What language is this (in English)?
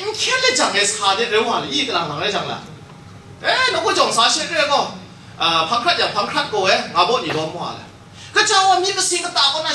Kachin